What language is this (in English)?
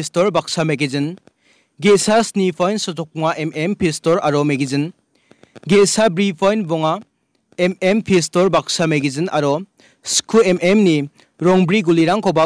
Garo